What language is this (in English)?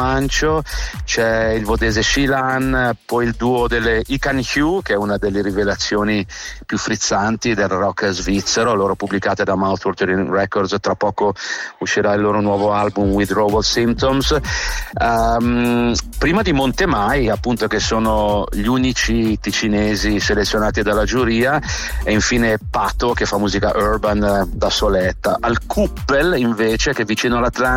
Italian